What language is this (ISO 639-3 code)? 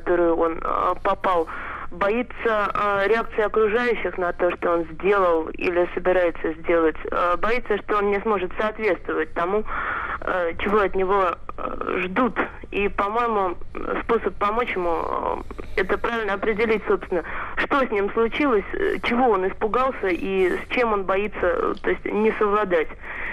rus